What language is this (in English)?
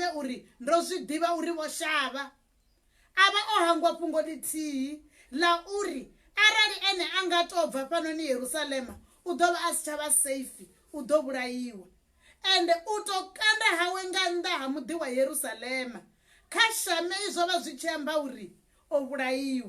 Venda